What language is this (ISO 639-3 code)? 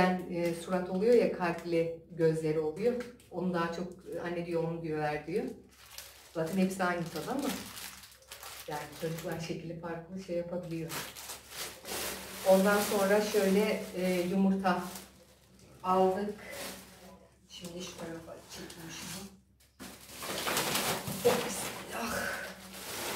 tur